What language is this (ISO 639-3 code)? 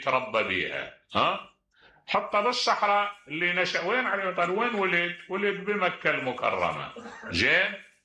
acm